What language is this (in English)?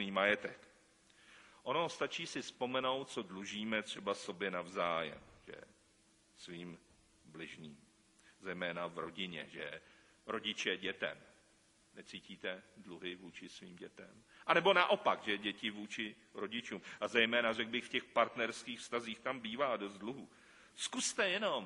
Czech